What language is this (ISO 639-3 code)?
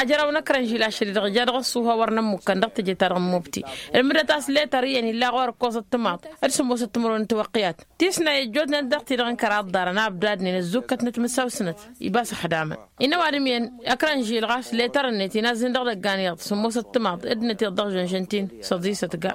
taq